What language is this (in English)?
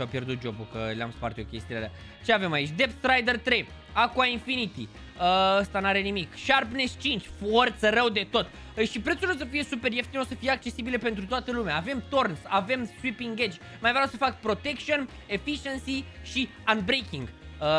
Romanian